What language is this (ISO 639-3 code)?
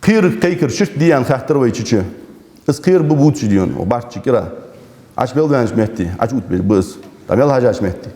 inh